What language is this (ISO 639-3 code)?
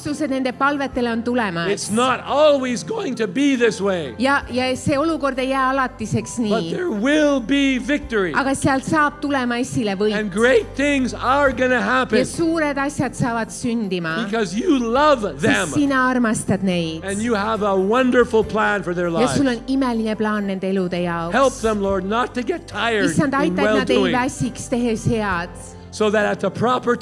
est